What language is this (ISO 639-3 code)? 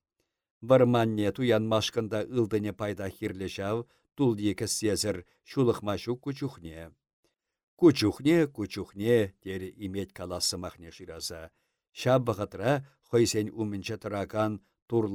chv